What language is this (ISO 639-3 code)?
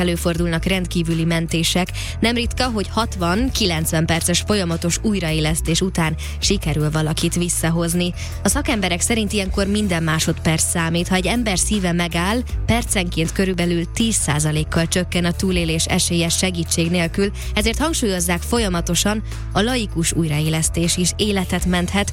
hun